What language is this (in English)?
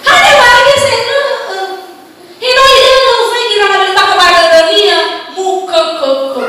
Nias